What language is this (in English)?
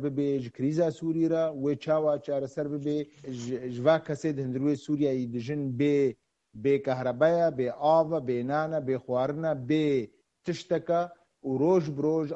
Kurdish